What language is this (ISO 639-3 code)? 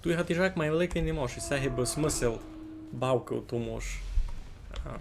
rue